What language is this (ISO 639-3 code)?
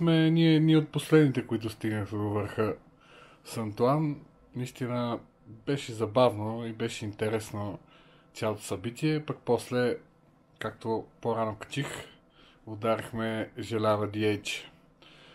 bul